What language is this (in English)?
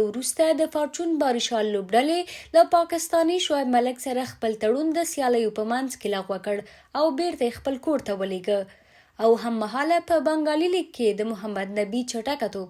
Pashto